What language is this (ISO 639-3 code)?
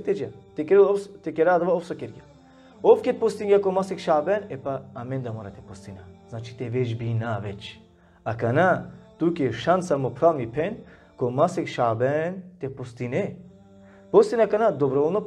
rmn